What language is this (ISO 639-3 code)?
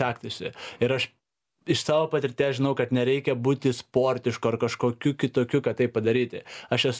lit